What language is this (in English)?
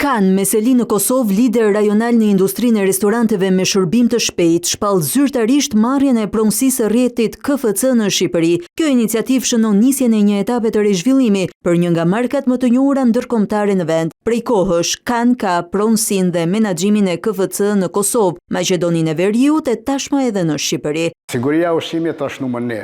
Albanian